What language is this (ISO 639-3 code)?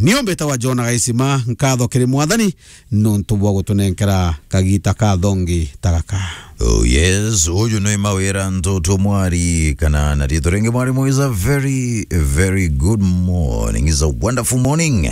mer